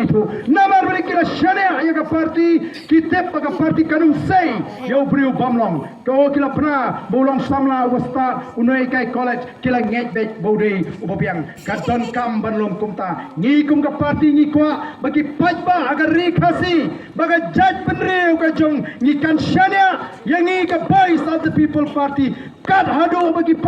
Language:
Khasi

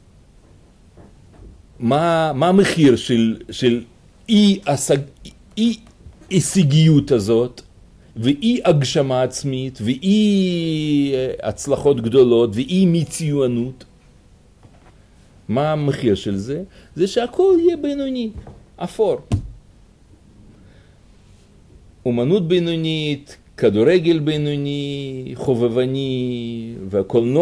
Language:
Hebrew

